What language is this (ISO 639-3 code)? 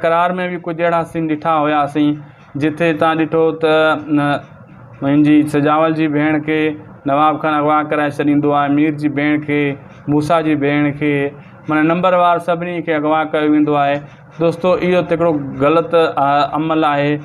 snd